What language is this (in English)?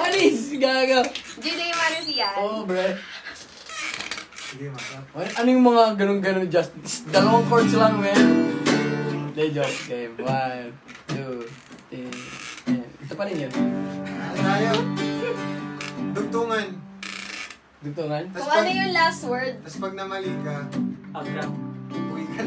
Filipino